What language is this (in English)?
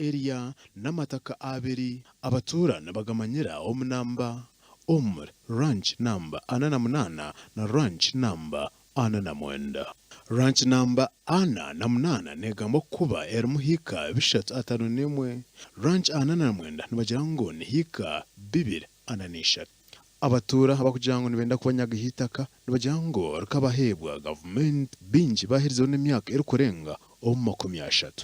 Nyankole